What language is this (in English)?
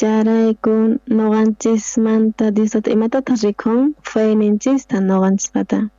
South Bolivian Quechua